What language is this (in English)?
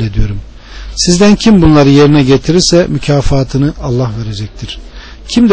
Turkish